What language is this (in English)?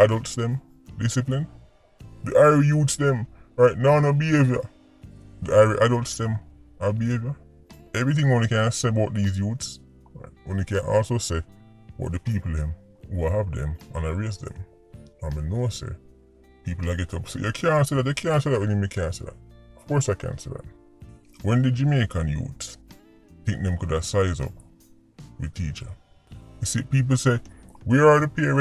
Jamaican Creole English